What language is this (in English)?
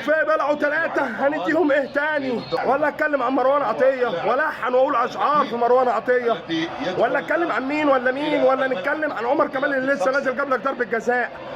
Egyptian Arabic